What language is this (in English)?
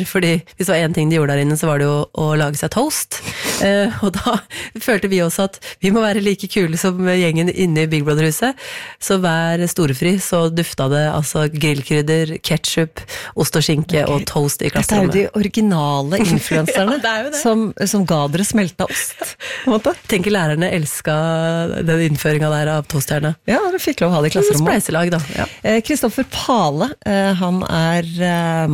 Norwegian